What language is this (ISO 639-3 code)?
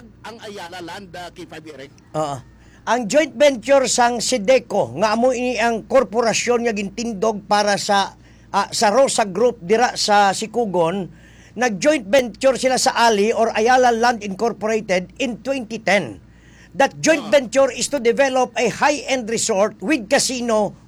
hil